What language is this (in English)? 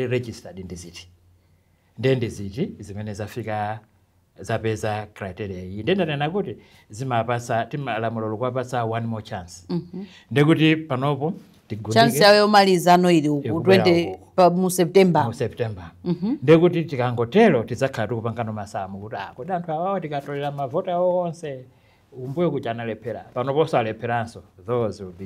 Nyanja